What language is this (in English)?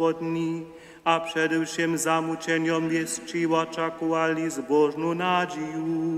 Upper Sorbian